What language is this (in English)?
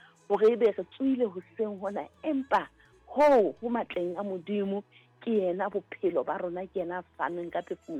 Southern Sotho